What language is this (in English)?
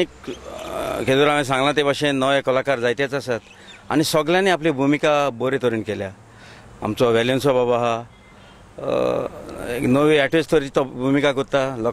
Konkani